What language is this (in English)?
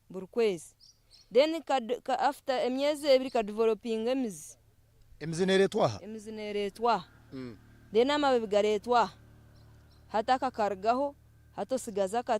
Nyankole